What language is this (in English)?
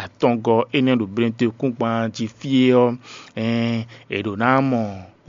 Fon